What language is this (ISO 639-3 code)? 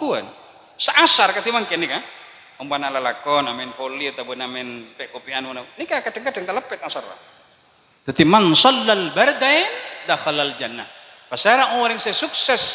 mad